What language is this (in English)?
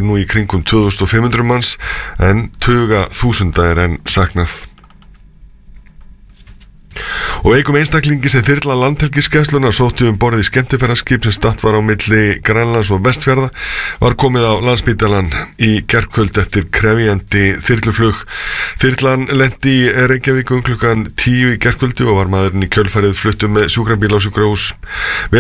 Icelandic